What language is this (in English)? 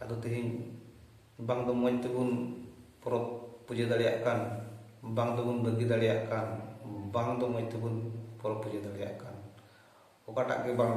Santali